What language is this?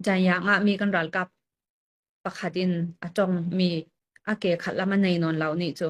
Hakha Chin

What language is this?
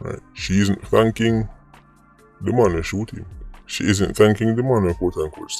Jamaican Creole English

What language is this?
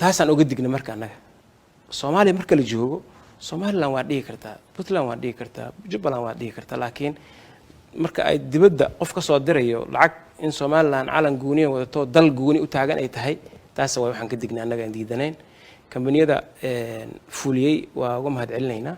Somali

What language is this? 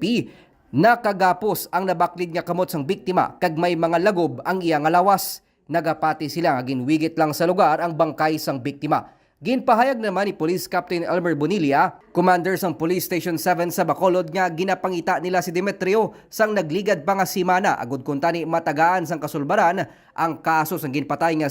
Hiligaynon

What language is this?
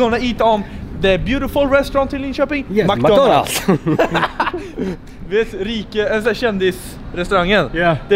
Swedish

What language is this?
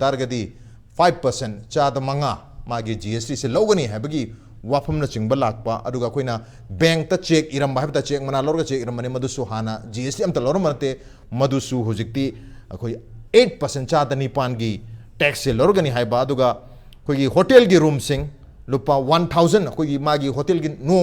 Manipuri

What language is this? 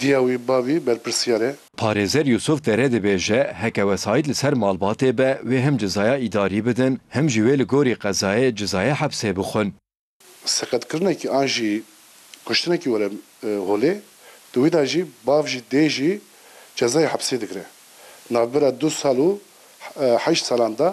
Kurdish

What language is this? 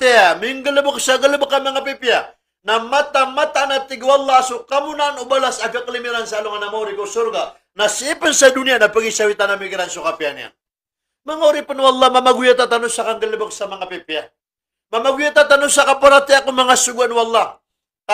Maranao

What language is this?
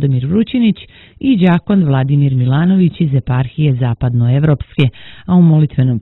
Serbian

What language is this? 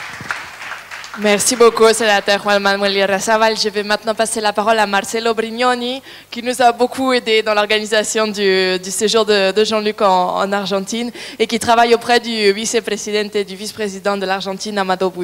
French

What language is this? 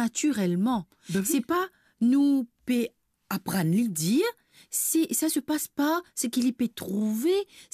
Morisyen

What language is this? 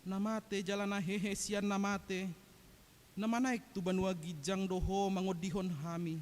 Batak Toba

